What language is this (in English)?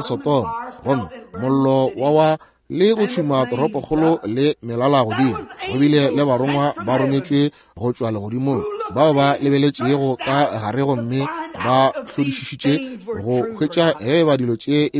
Northern Sotho